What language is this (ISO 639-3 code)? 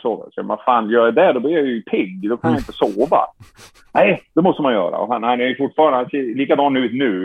swe